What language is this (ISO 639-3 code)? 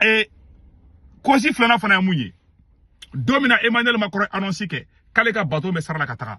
bam